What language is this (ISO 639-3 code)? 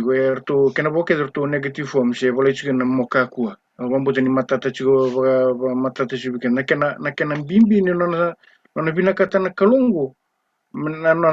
fij